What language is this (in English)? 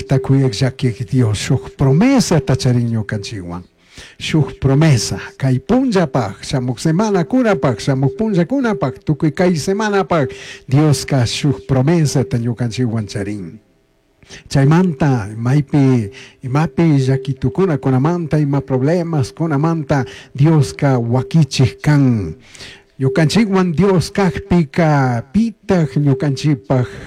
Chimborazo Highland Quichua